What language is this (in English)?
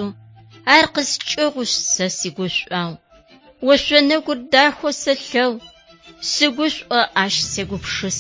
Adyghe